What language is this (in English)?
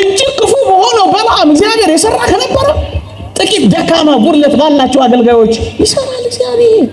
Amharic